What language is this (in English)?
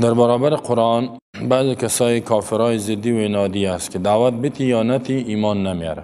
Persian